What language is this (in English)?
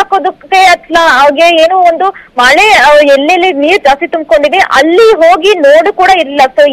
Kannada